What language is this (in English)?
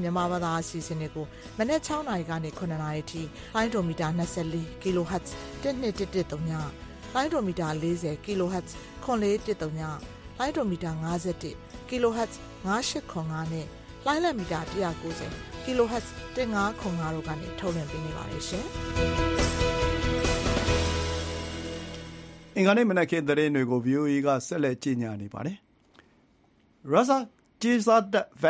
Burmese